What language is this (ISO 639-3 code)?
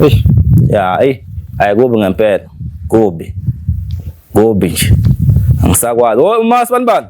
zul